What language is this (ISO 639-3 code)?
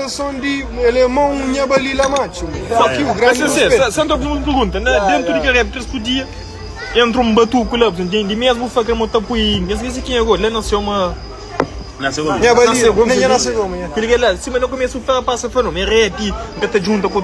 kea